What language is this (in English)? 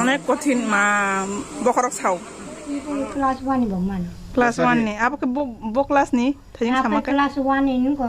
Kok Borok